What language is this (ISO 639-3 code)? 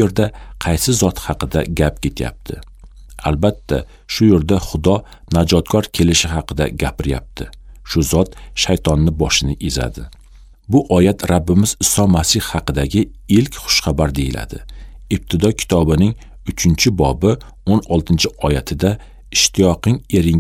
uzb